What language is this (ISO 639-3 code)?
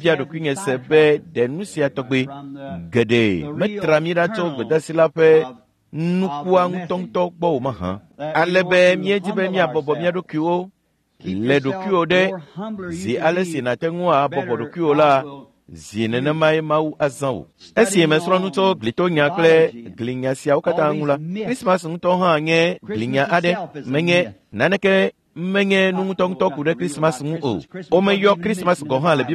ewe